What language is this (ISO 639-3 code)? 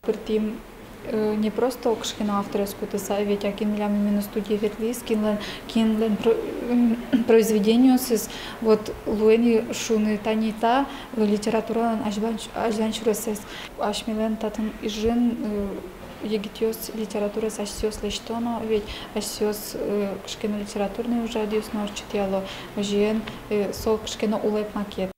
udm